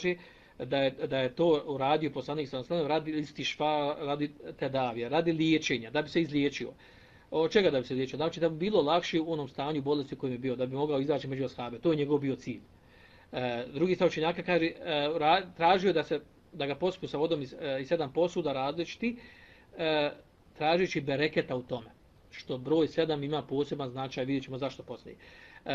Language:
Bosnian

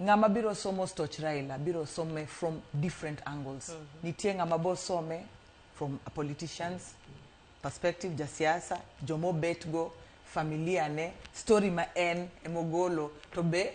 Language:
Luo (Kenya and Tanzania)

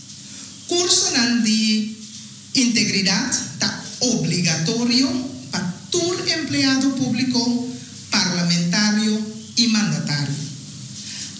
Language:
Papiamento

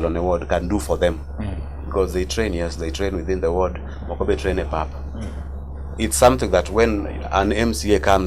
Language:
Luo (Kenya and Tanzania)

